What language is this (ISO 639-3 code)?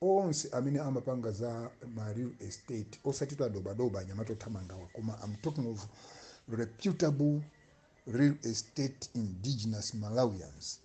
nya